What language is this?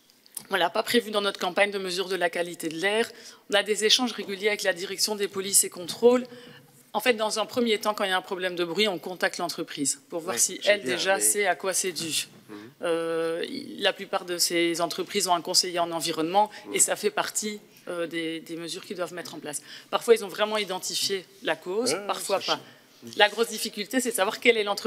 French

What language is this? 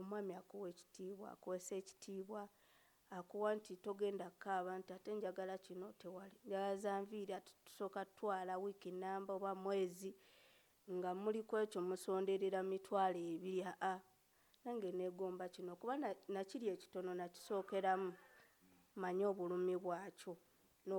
Ganda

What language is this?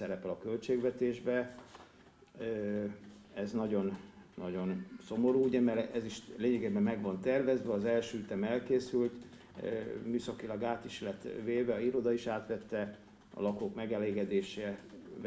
Hungarian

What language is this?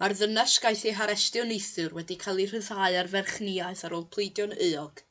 Welsh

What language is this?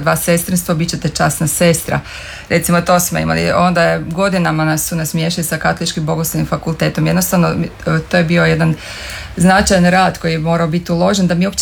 Croatian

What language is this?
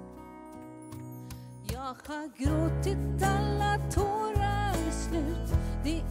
Swedish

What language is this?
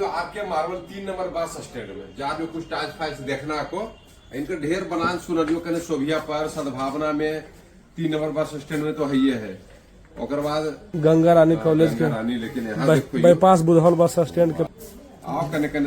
Magahi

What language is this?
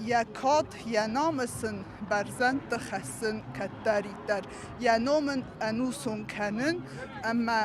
Ossetic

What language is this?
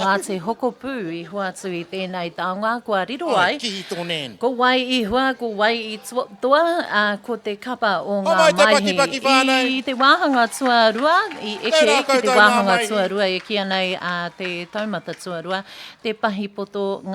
Māori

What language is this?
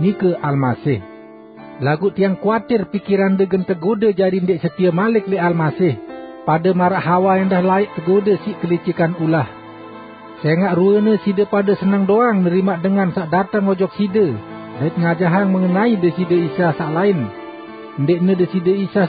Sasak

